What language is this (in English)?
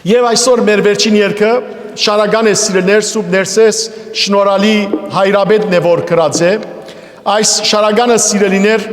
Western Armenian